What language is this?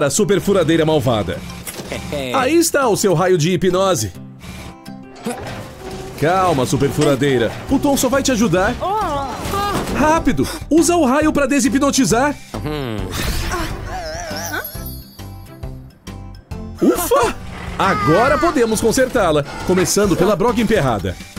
Portuguese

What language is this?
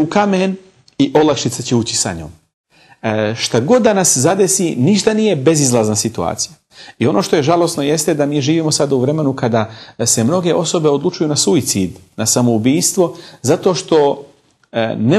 Bosnian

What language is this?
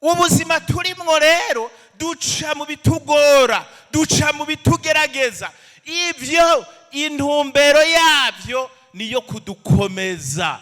Rundi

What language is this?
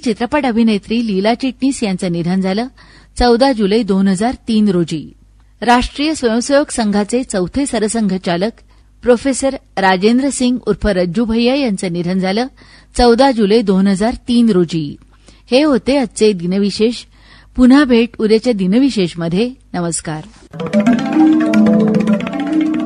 Marathi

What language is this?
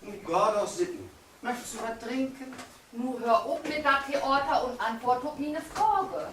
Low German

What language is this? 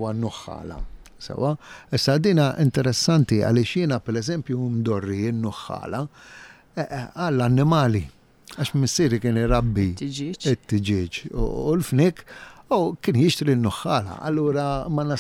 Maltese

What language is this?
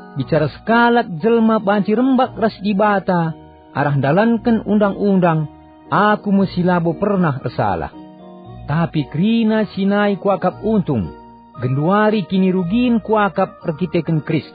Batak Karo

